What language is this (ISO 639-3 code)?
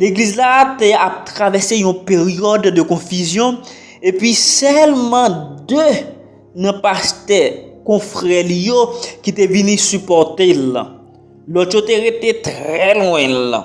hat